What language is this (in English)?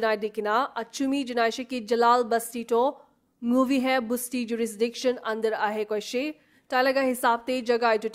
Naga Pidgin